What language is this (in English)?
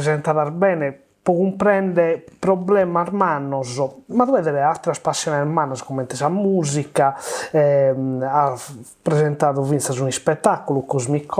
Sardinian